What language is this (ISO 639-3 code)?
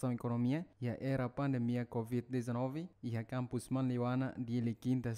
tet